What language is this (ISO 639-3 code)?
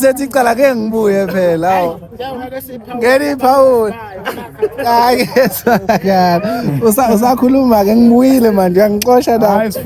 zul